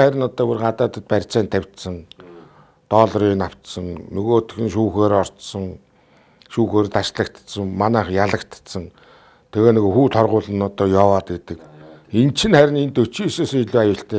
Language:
Mongolian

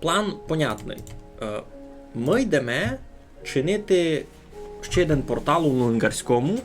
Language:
Rusyn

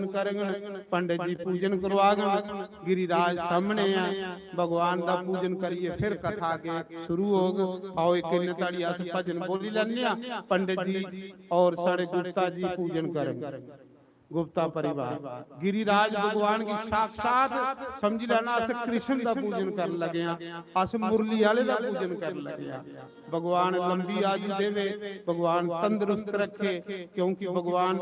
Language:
Dogri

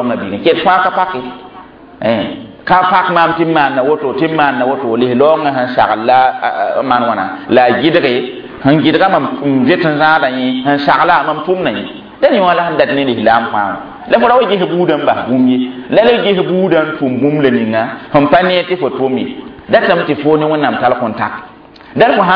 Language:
Mossi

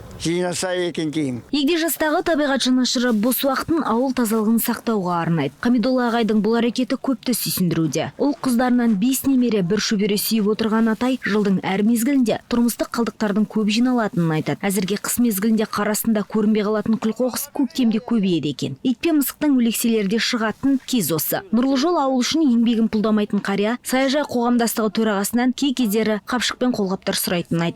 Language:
Kazakh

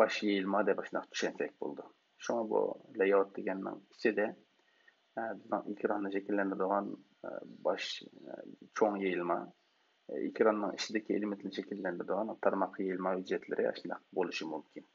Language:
Uyghur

